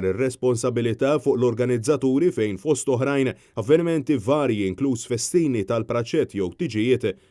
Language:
Maltese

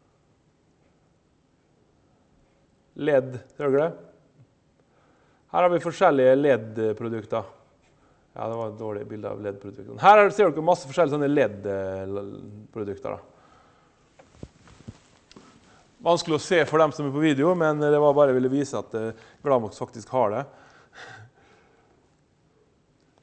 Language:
Norwegian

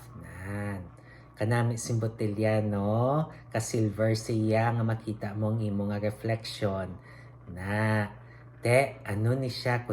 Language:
Hiligaynon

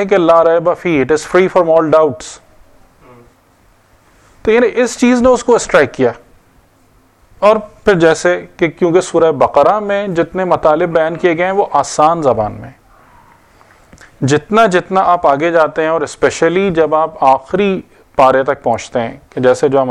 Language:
Urdu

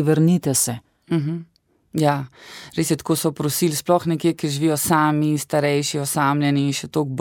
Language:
Slovenian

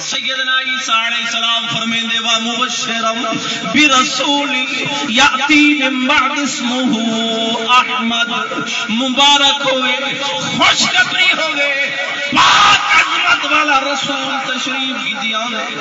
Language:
Saraiki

